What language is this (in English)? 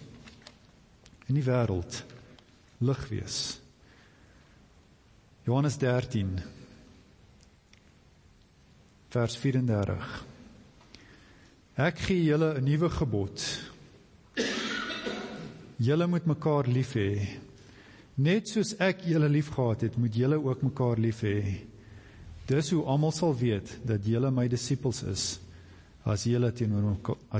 Afrikaans